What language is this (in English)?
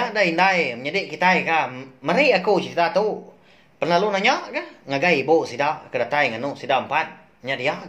Iban